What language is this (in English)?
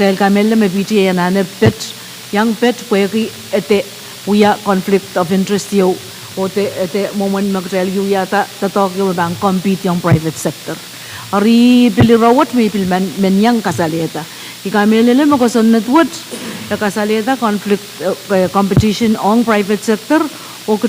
Pohnpeian